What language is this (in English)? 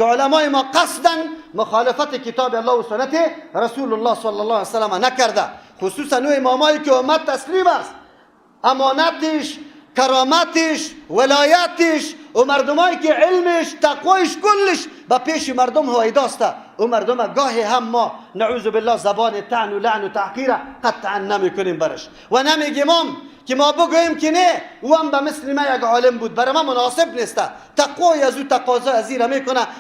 Persian